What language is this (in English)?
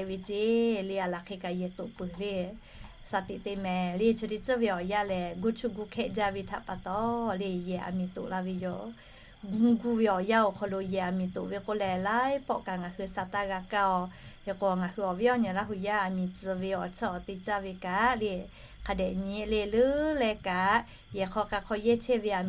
Lahu